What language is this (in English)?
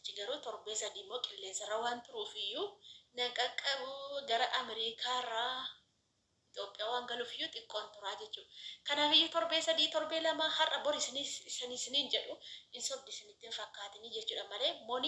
Oromo